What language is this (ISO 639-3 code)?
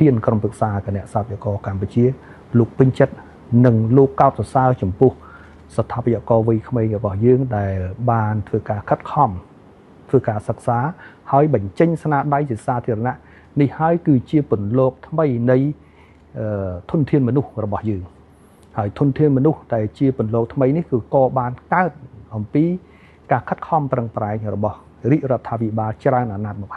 khm